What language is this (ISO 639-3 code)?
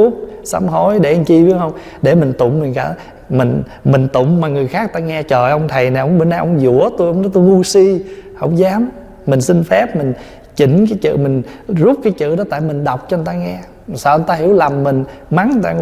vie